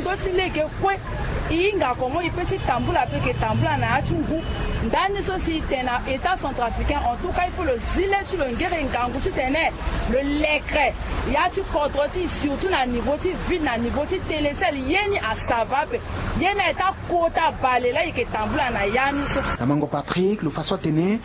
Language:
Sango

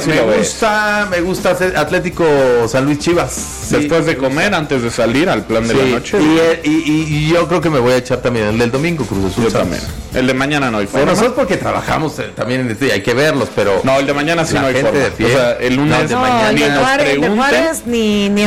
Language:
Spanish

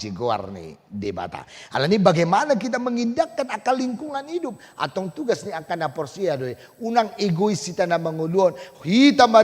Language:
Batak Toba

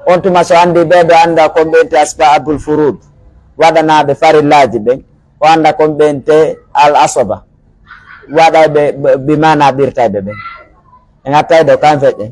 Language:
Pular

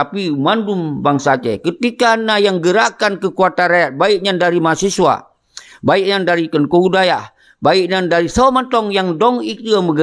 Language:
Achinese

